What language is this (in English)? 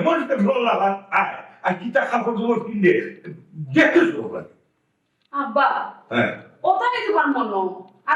Sylheti